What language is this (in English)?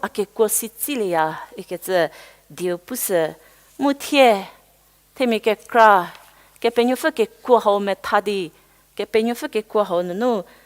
Angami Naga